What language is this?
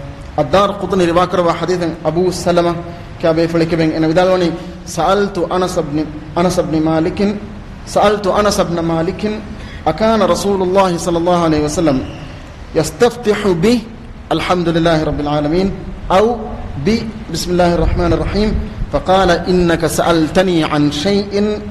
Divehi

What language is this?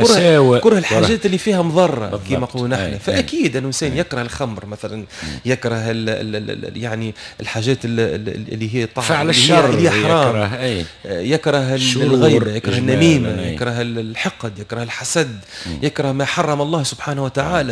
Tunisian Arabic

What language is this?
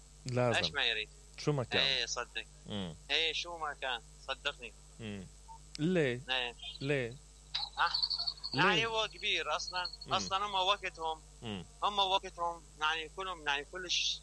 Mesopotamian Arabic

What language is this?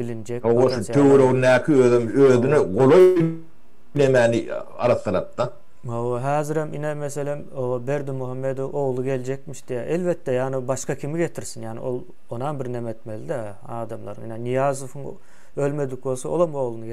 Turkmen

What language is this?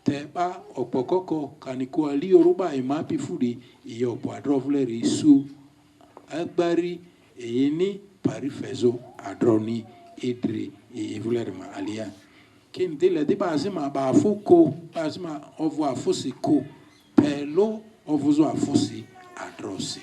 Lugbara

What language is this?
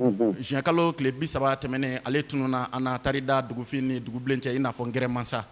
Bambara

